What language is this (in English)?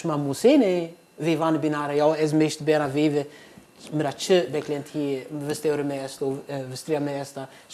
Zaza